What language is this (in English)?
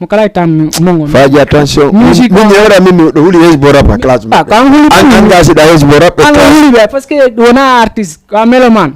Fula